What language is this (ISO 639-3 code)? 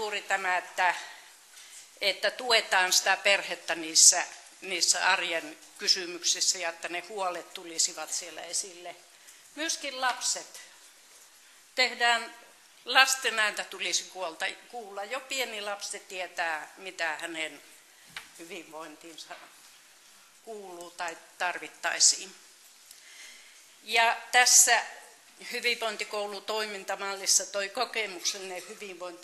fin